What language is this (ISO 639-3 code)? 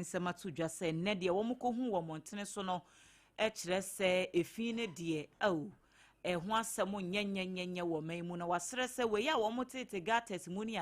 aka